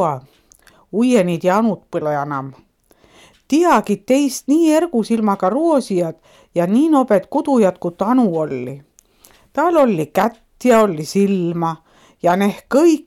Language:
Estonian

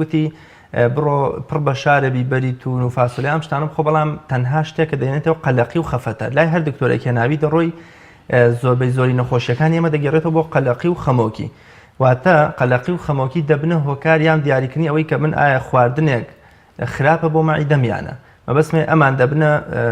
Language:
Central Kurdish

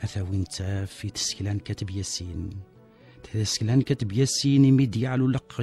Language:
Kabyle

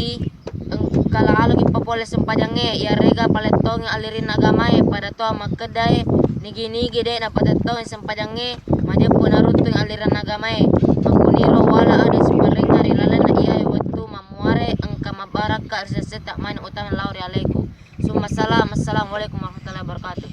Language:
Buginese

